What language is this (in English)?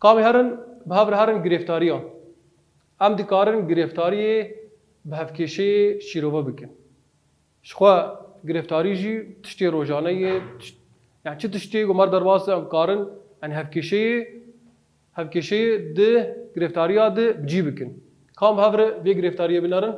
Kurdish